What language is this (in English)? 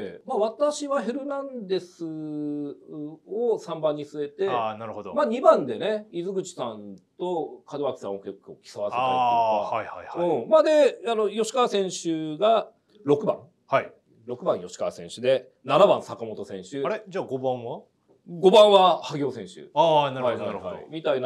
Japanese